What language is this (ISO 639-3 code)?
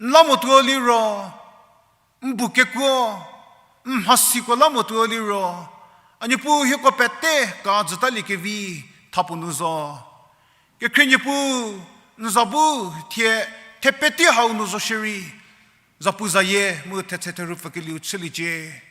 njm